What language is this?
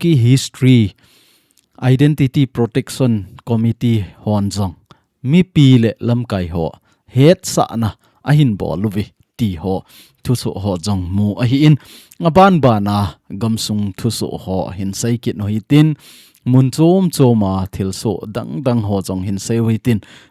Thado Chin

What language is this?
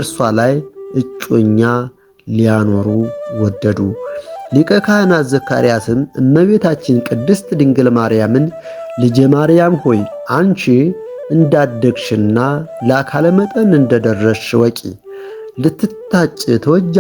Amharic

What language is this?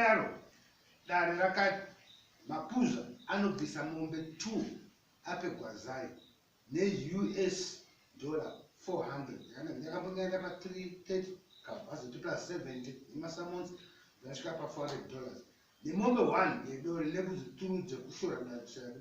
Shona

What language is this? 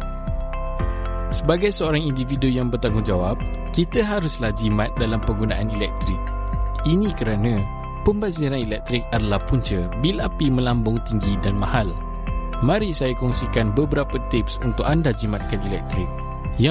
Malay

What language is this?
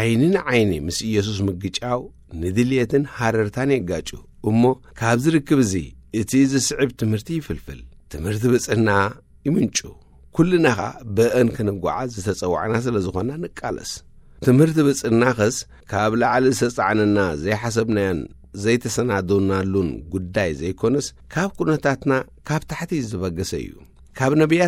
Tigrinya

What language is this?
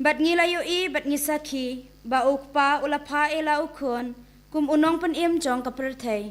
Khasi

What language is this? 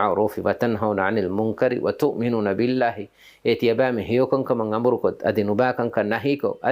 Divehi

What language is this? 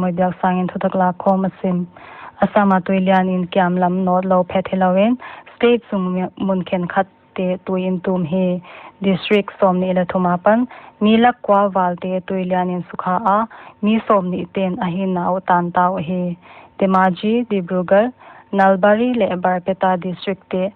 Paite Chin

